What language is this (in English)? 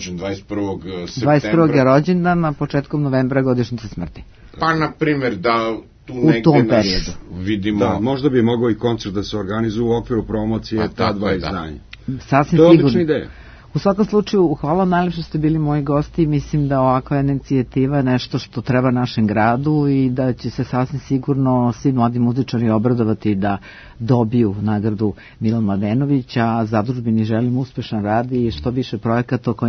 Serbian